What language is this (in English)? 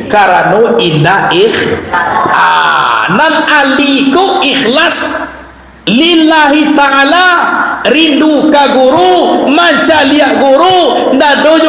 Minangkabau